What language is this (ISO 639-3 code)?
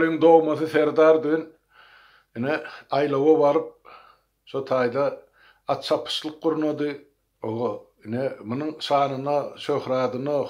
tuk